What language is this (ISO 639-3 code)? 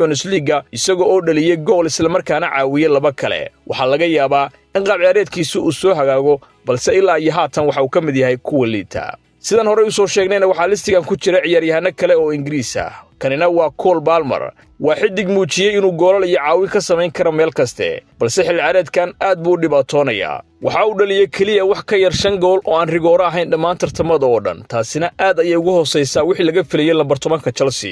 som